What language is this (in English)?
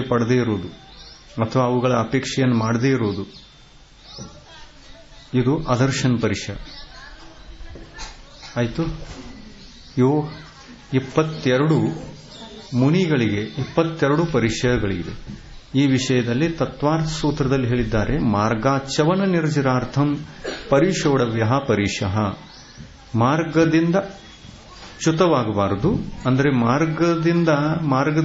Kannada